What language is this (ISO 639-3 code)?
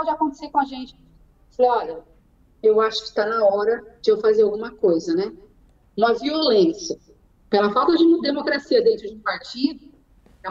por